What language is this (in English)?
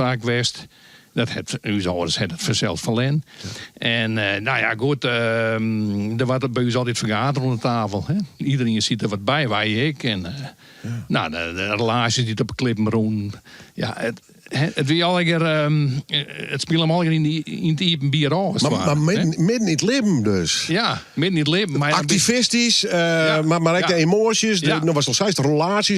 Western Frisian